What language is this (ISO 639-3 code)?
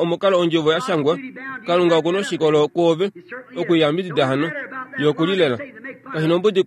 kua